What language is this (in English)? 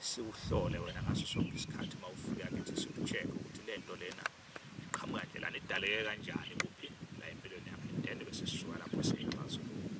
Zulu